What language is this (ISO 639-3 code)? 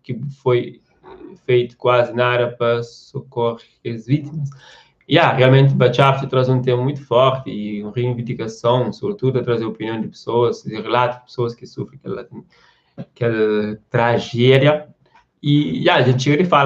kea